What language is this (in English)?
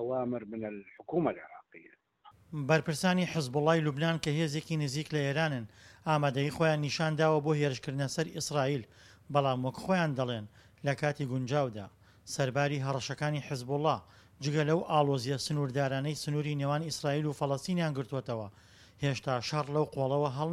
Central Kurdish